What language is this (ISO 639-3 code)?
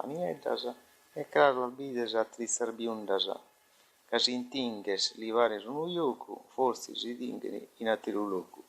srd